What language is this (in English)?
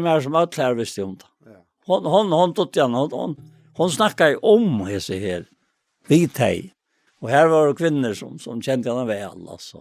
Faroese